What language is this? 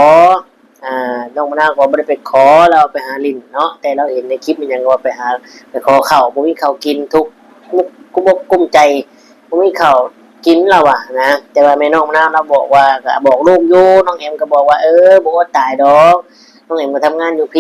Northeastern Thai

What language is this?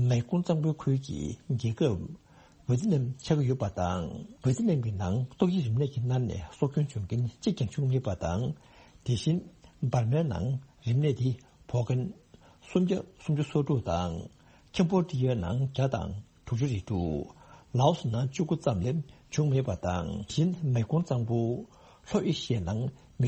Tibetan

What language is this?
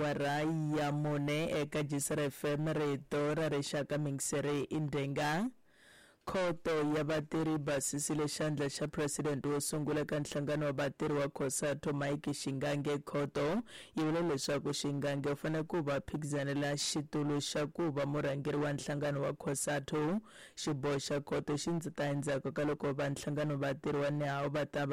Tsonga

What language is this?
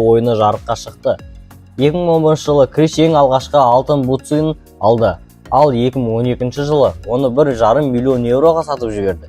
Kazakh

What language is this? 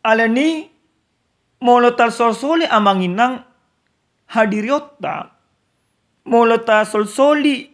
Batak Toba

